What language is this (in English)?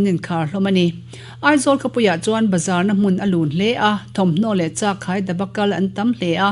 Mizo